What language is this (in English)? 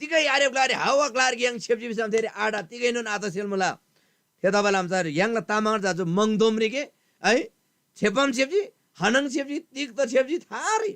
Eastern Tamang